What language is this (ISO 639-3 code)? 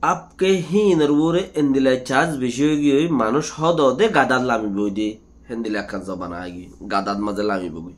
rhg